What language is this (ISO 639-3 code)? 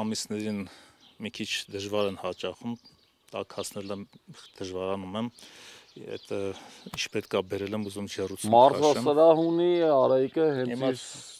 hye